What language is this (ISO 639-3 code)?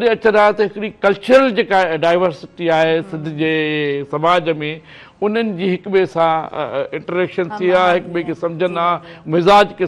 snd